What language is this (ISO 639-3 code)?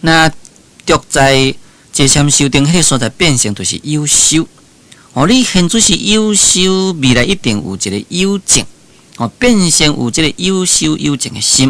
nan